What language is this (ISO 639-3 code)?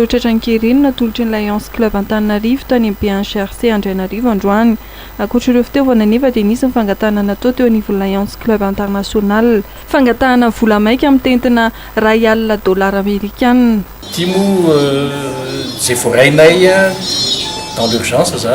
mlg